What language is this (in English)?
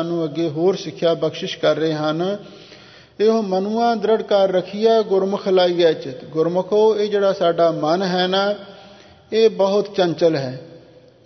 Punjabi